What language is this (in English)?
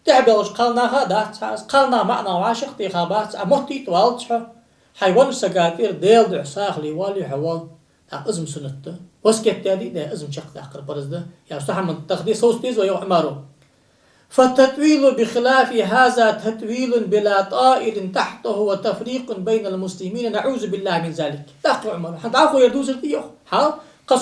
Ingush